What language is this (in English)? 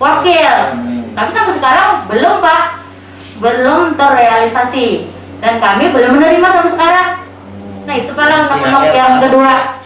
Banjar